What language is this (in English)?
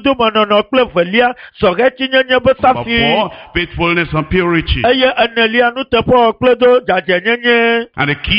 Ewe